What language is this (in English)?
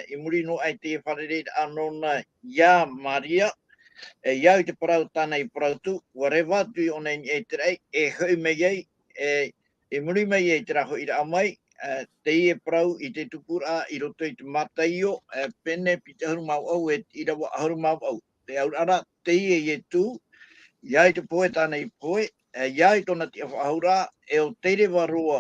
Tahitian